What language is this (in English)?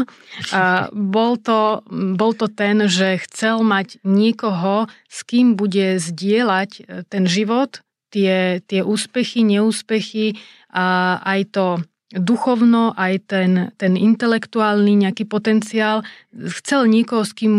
Slovak